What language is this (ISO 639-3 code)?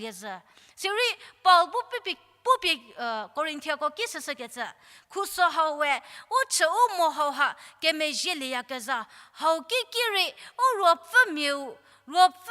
njm